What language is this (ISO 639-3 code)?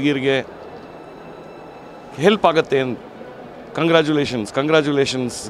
kan